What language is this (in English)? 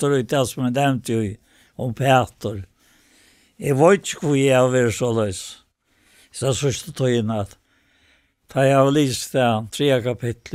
Faroese